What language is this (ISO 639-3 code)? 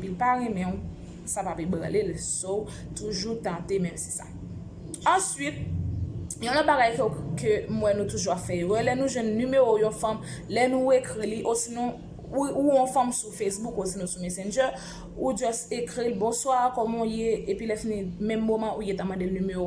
hat